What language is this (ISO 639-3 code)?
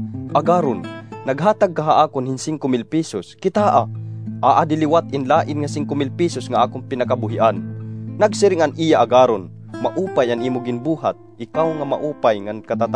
war